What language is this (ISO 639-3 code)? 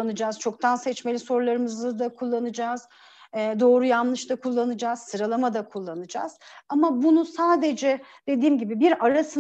tur